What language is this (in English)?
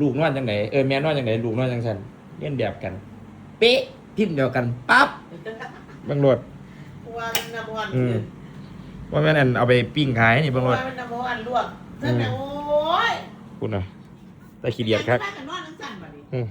Northeastern Thai